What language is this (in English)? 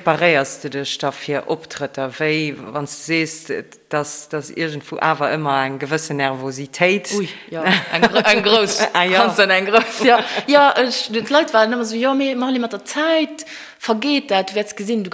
Luxembourgish